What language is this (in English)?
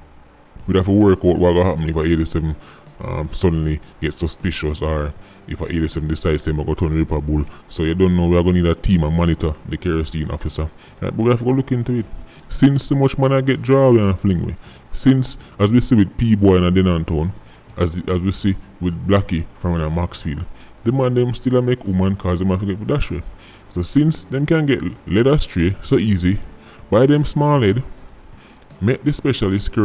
Jamaican Creole English